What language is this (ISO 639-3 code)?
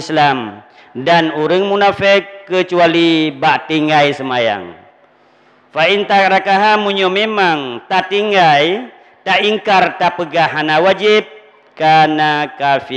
ace